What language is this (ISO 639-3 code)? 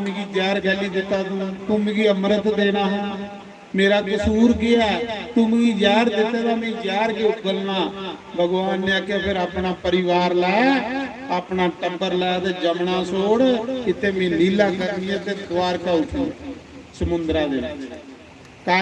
doi